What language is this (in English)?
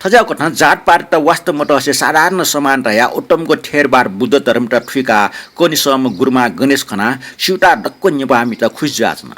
Newari